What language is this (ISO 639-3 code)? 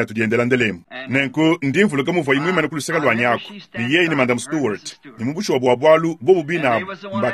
lua